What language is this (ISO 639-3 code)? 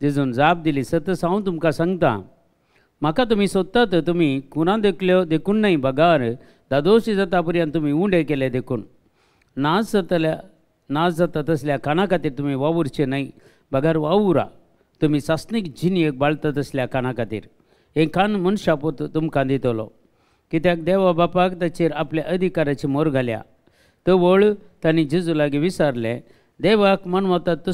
kok